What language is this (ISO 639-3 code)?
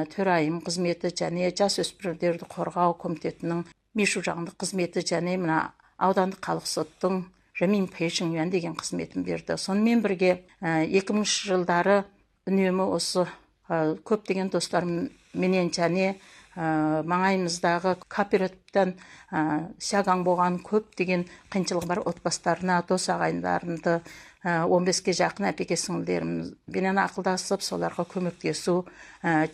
kaz